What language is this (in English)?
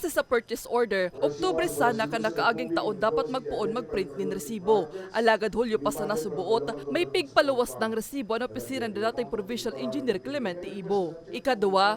Bikol